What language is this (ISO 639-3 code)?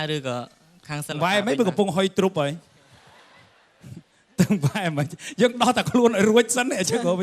khm